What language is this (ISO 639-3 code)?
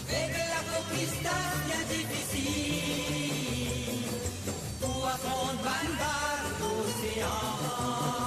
mfe